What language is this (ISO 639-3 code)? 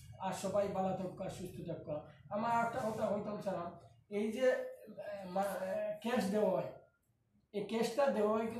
syl